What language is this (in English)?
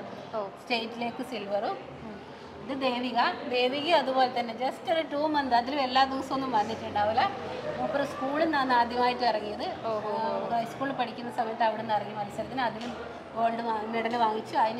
Malayalam